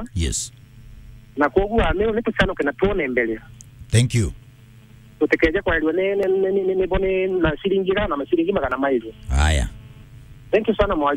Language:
Meru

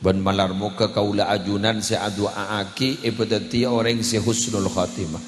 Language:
Madurese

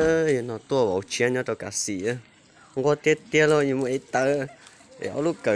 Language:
Hmong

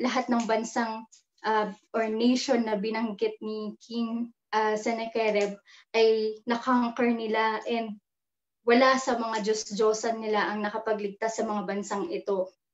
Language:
Filipino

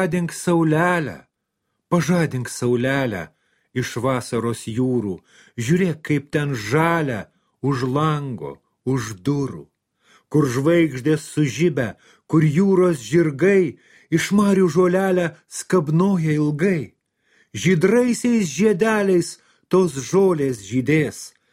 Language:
Lithuanian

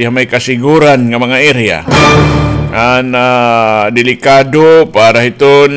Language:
Waray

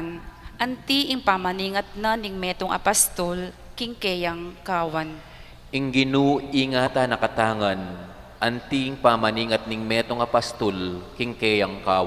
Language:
Pampanga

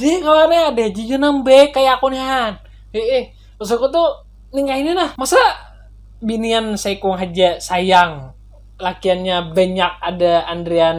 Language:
Banjar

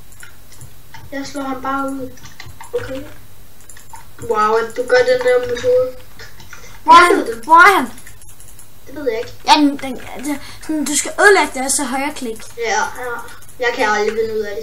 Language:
Danish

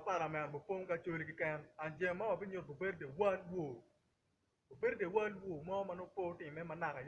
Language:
Acoli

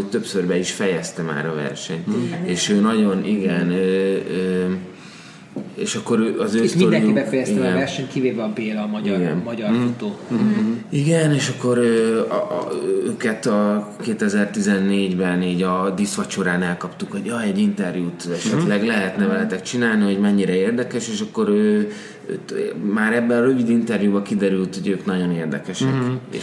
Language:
Hungarian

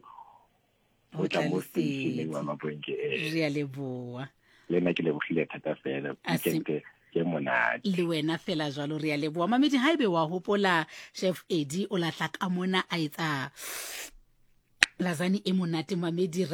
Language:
Southern Sotho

